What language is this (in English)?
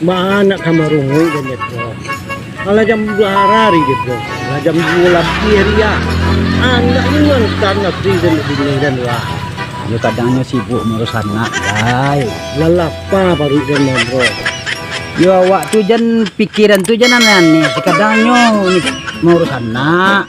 Minangkabau